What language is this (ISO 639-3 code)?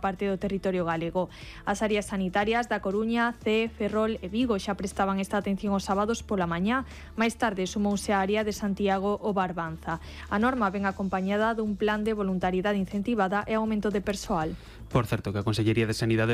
glg